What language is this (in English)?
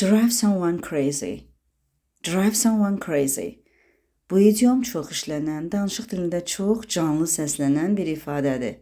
Azerbaijani